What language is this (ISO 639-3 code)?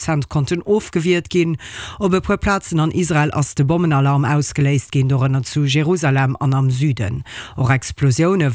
ltz